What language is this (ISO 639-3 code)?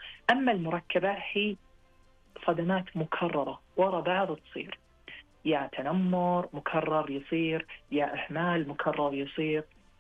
ars